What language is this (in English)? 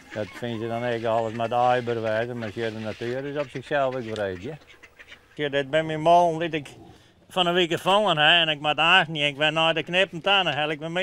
Western Frisian